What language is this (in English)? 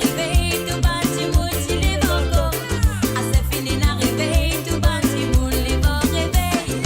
Morisyen